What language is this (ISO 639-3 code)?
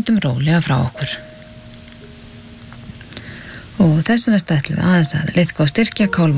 isl